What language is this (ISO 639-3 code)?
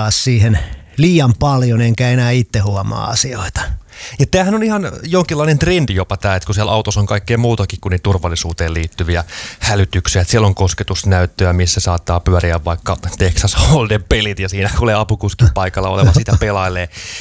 fin